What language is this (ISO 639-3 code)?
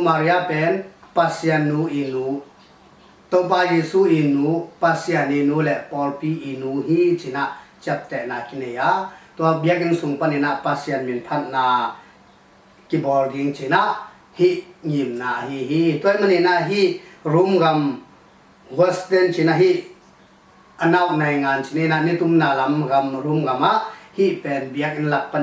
ctd